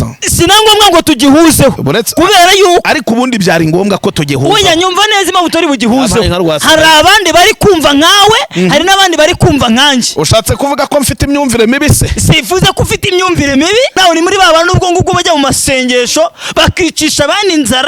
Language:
Kinyarwanda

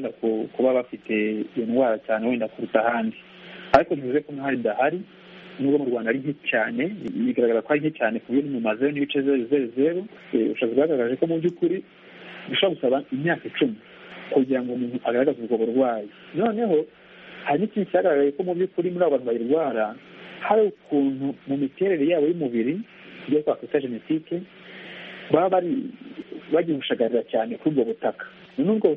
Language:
Kinyarwanda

